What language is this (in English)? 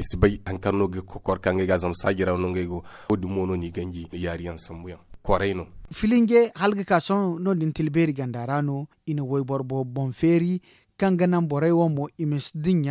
Zarma